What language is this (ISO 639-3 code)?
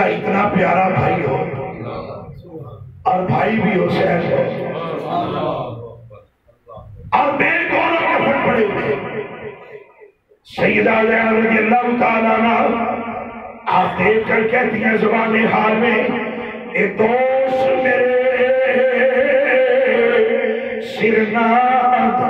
urd